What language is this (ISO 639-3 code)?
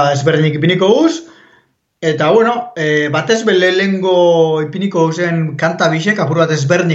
eus